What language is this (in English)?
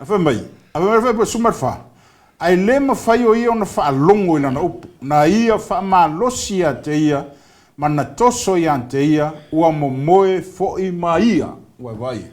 Samoan